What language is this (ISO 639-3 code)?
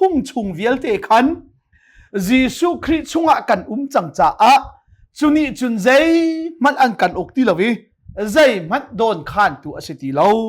cnh